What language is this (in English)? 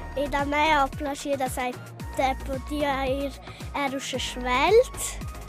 Romansh